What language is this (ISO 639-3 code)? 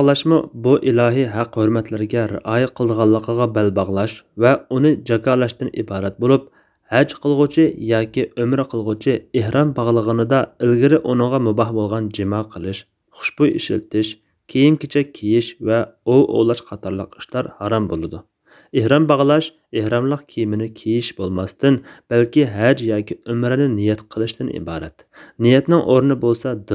uig